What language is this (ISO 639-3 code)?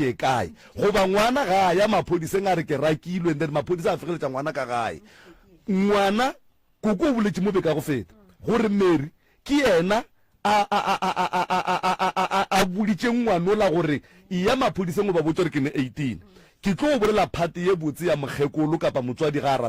nso